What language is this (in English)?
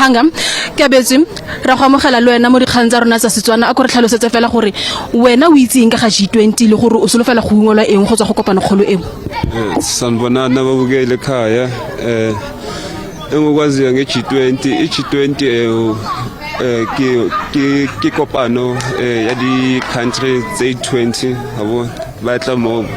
Tswana